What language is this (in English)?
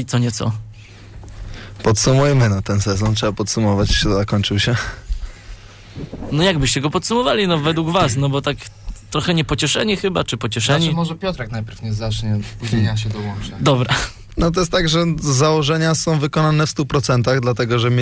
Polish